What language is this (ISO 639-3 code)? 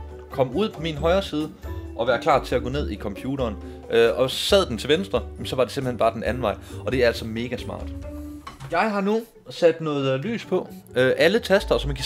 dan